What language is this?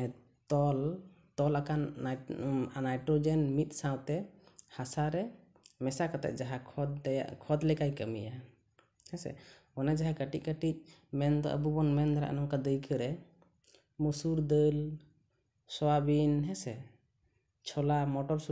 Santali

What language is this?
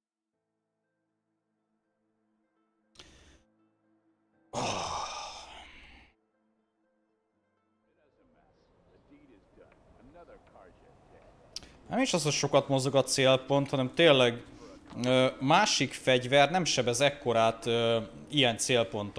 Hungarian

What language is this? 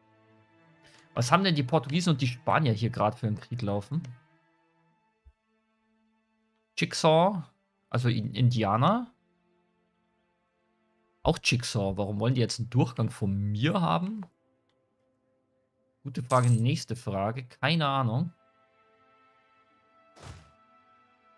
German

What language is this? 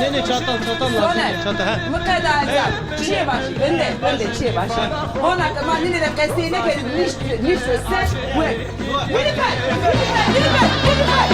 Zaza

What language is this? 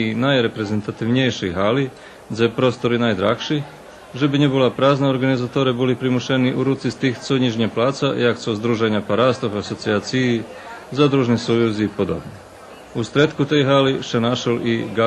Rusyn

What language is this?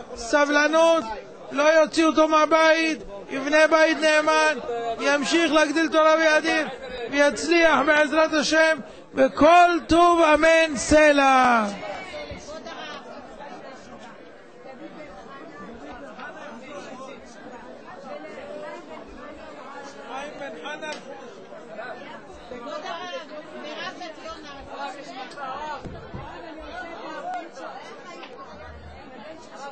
Hebrew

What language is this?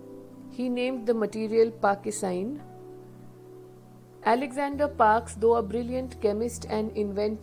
English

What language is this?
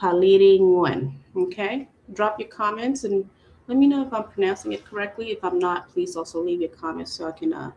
Acoli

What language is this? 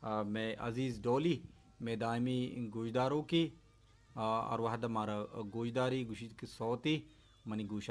Baluchi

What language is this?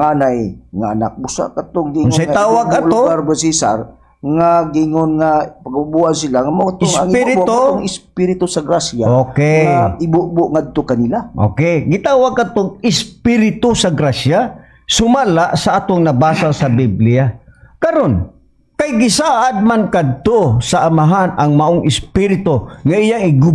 Cebuano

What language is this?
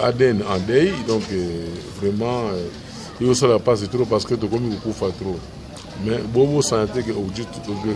Lingala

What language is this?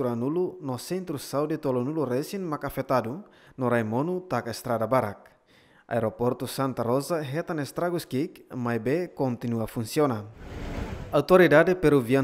Tetum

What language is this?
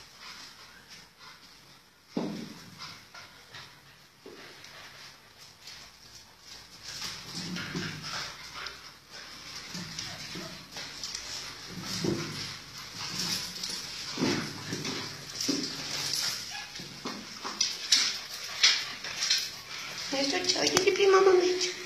Bulgarian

